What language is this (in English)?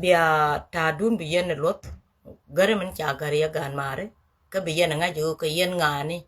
Nuer